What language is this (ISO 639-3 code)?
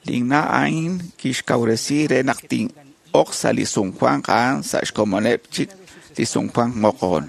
kek